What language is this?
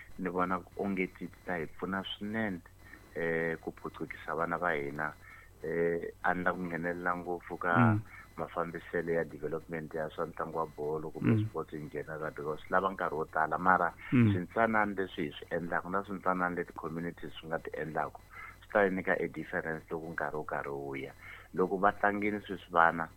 Tsonga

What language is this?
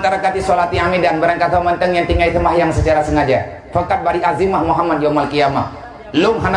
Achinese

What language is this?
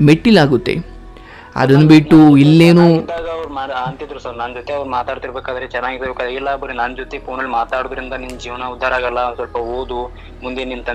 Kannada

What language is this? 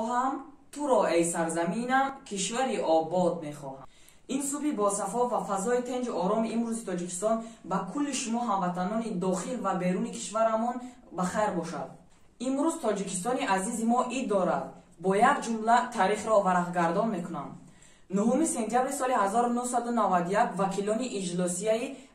Tajik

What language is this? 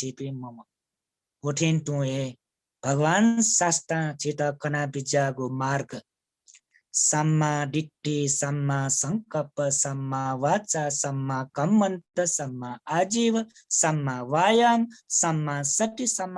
Newari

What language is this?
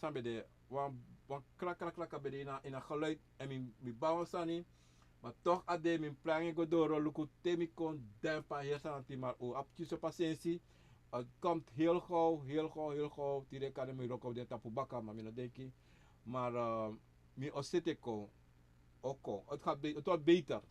Sranan Tongo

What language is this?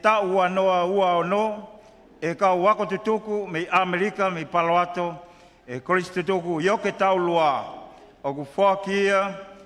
Tongan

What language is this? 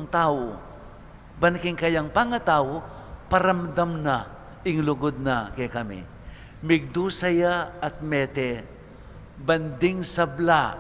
Pampanga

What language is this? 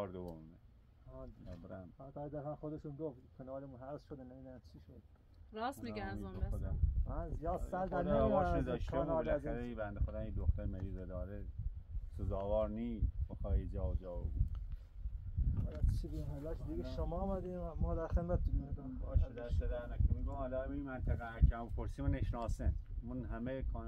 Persian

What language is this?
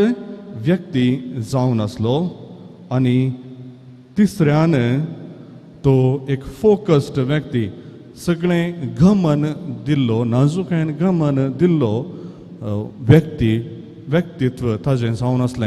Konkani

